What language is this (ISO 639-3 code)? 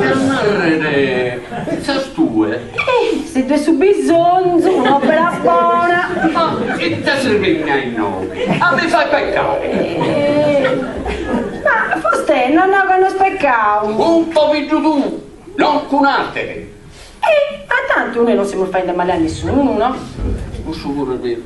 srd